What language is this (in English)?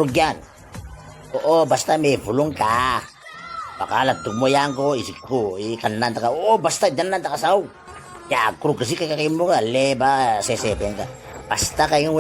Itawit